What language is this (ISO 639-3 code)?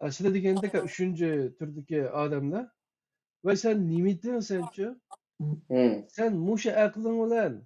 uig